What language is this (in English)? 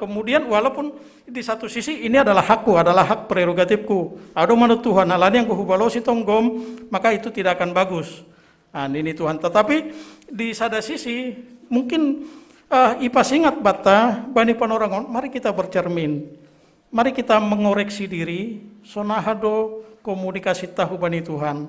Batak Simalungun